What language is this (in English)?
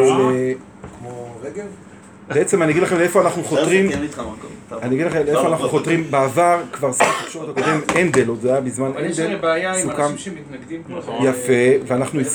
Hebrew